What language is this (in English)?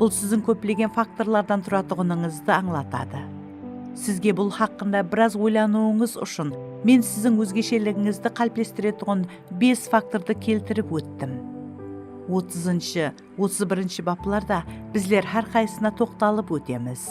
Kara-Kalpak